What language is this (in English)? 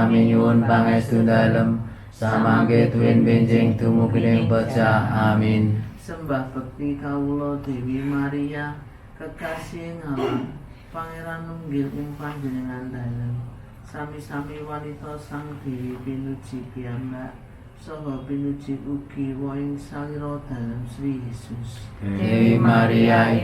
Javanese